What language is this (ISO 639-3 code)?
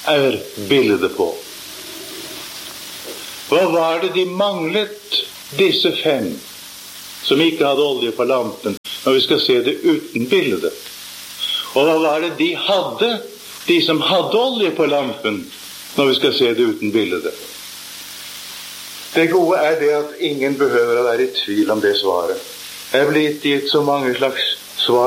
nor